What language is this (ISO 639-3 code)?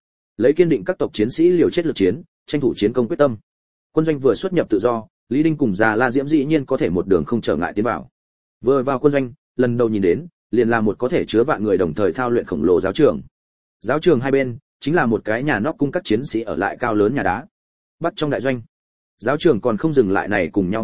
vie